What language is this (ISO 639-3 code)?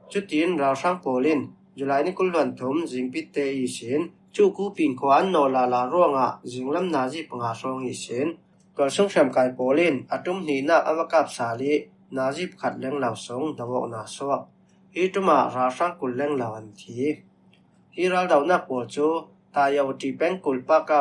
cfm